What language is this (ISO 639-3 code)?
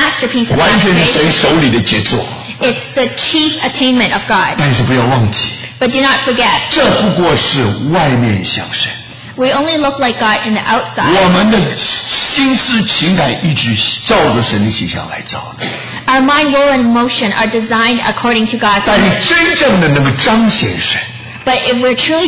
zho